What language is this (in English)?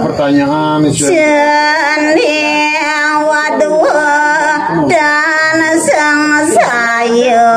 Balinese